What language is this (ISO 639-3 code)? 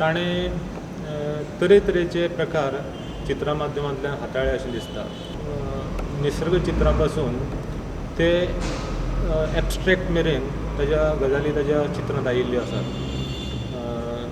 kok